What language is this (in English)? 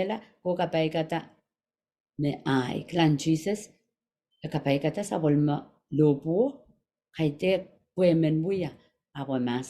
Pohnpeian